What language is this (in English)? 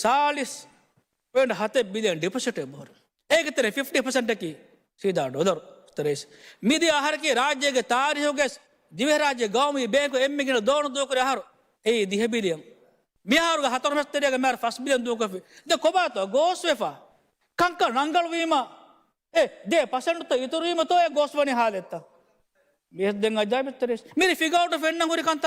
Divehi